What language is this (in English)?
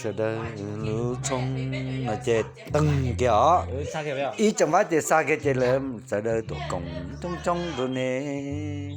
Hmong